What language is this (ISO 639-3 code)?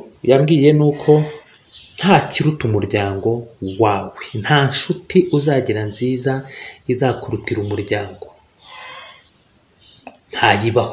kin